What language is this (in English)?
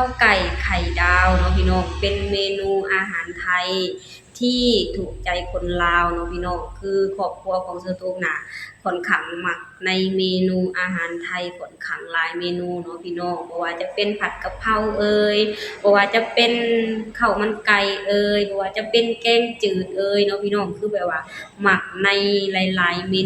Lao